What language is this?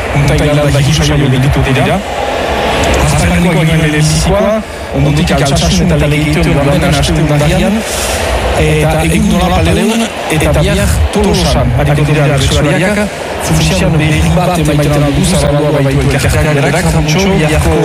Basque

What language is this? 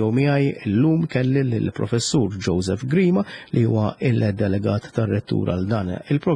Maltese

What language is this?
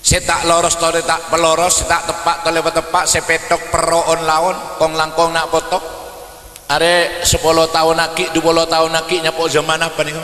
Madurese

